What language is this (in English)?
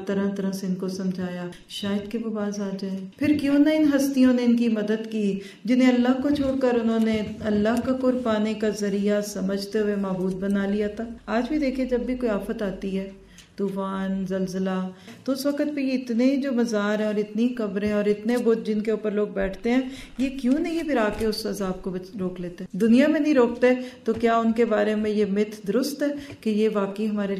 Urdu